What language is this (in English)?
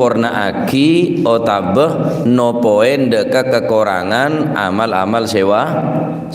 Madurese